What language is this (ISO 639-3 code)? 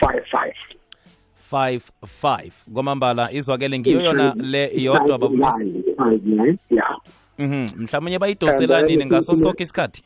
nbl